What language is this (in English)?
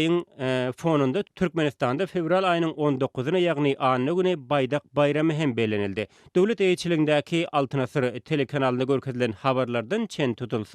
Turkmen